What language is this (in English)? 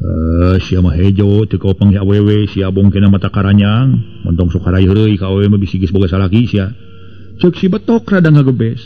Sundanese